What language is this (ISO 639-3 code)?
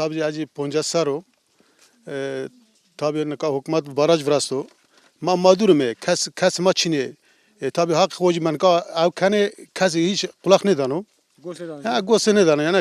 zza